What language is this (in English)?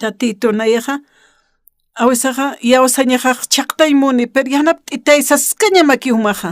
Aymara